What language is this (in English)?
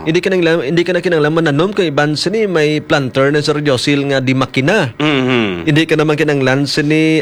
Hiligaynon